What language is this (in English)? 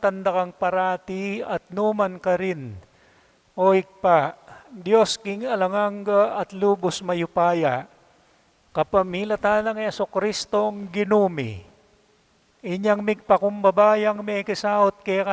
Pampanga